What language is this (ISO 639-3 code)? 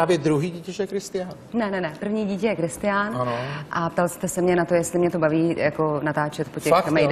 ces